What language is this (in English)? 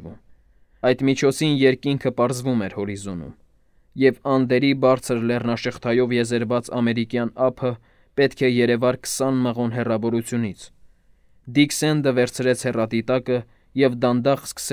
Armenian